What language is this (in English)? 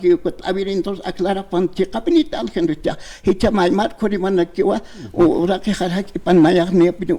Aymara